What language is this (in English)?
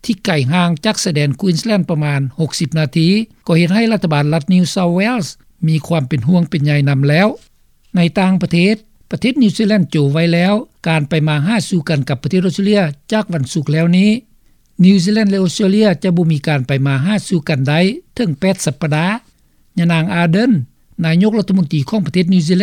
Lao